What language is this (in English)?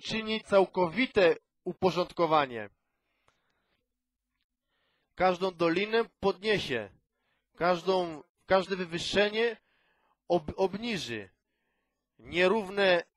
Polish